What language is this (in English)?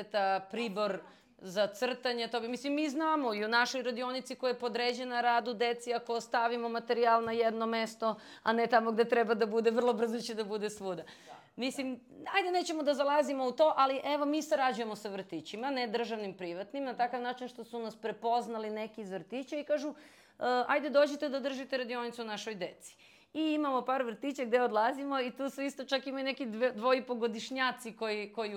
Serbian